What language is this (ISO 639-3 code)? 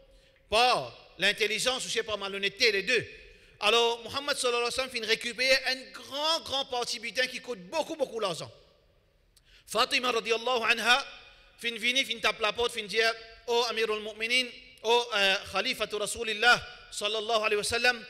fra